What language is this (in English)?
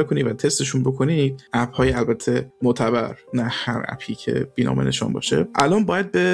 Persian